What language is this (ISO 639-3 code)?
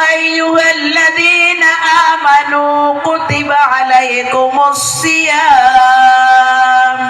mrw